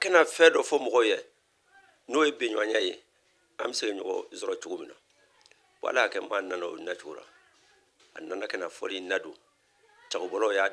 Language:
Bambara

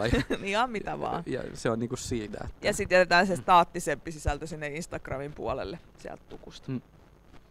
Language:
Finnish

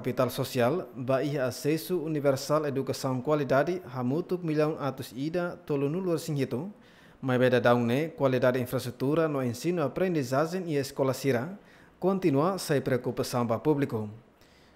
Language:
Tetum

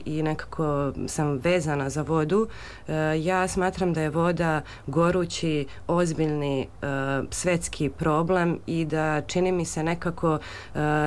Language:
Serbian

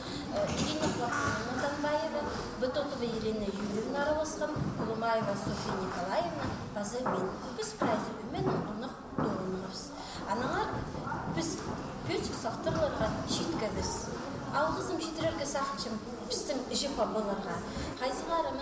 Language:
Khakas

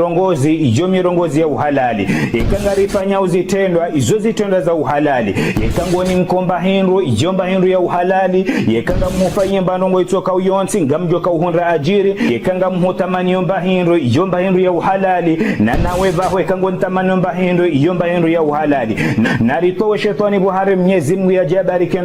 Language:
Ngazidja Comorian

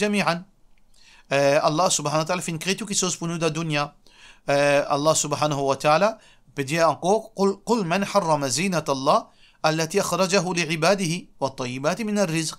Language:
Morisyen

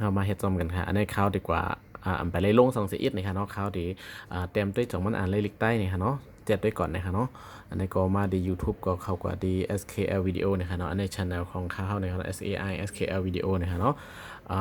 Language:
Shan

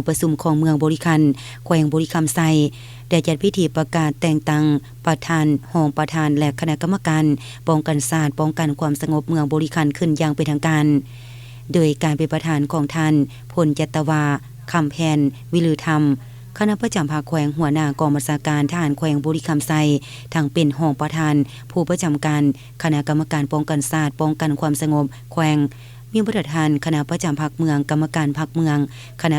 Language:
Lao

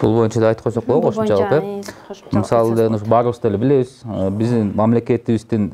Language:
Kyrgyz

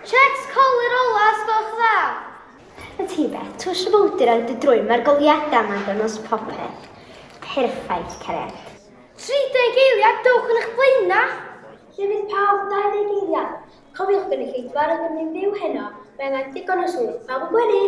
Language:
Welsh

